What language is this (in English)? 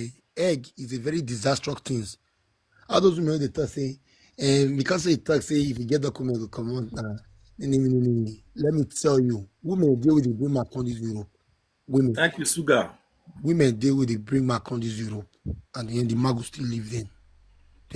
Nigerian Pidgin